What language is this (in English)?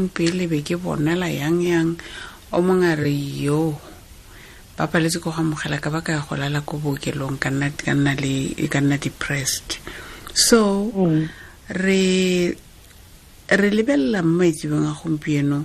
Tswana